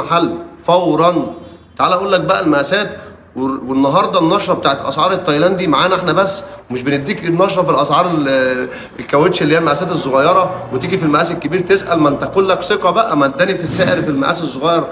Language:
Egyptian Arabic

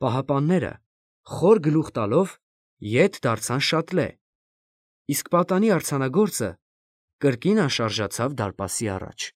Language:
Armenian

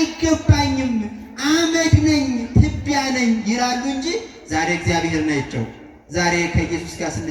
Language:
Amharic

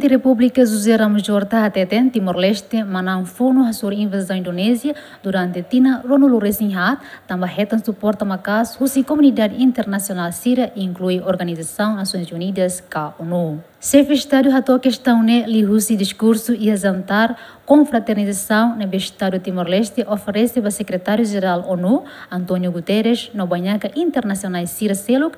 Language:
Tetum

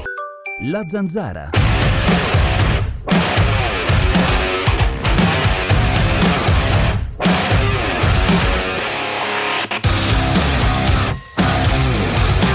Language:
Italian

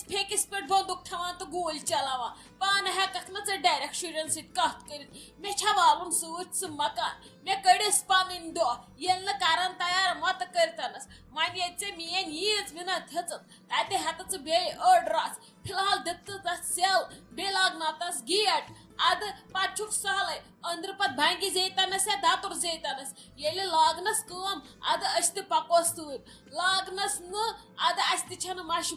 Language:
Kashmiri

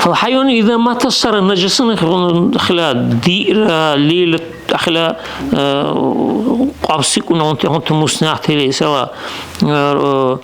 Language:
Dargwa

